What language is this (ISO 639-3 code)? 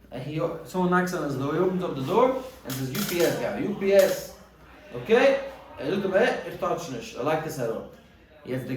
yid